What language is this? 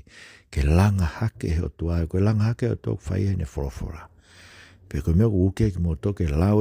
Tongan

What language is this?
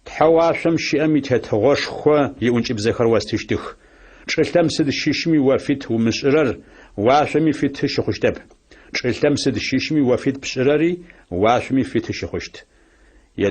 Adyghe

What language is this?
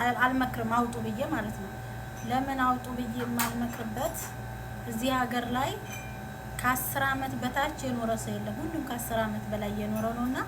Amharic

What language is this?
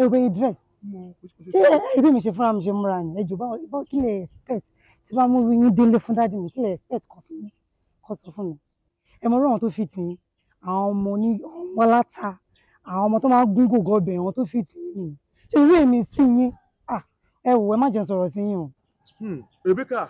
Yoruba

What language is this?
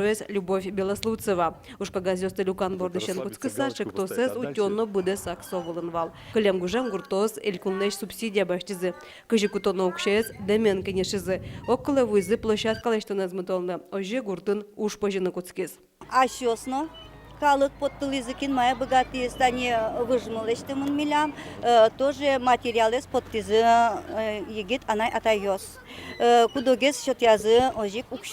Udmurt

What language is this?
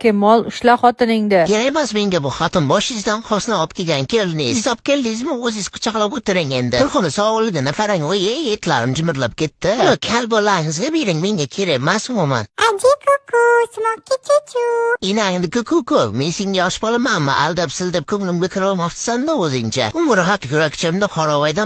Uzbek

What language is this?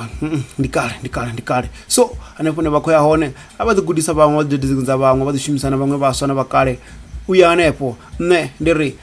Venda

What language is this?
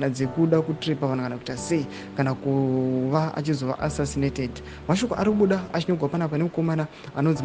Shona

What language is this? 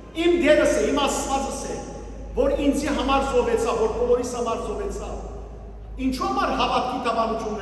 Western Armenian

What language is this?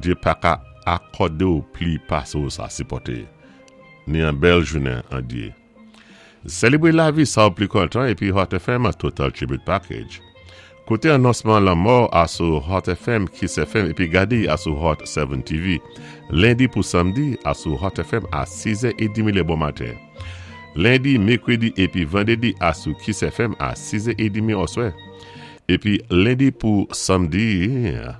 Saint Lucian Creole French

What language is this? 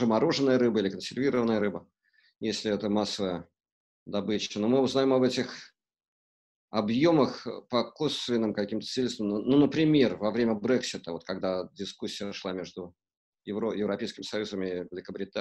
Russian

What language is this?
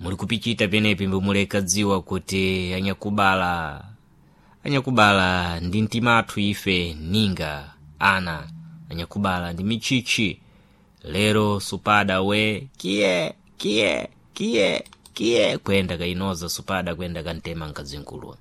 Sena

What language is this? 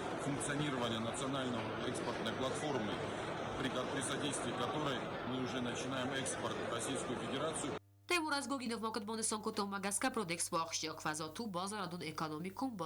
Ossetic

